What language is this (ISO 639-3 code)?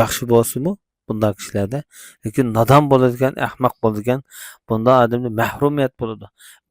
uig